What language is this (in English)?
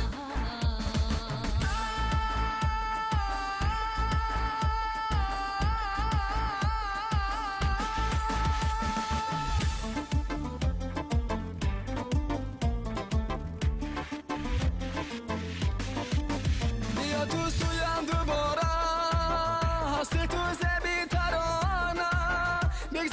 Persian